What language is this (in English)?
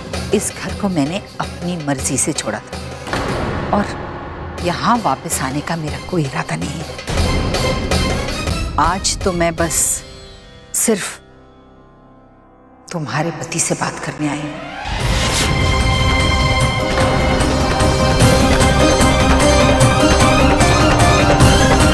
Hindi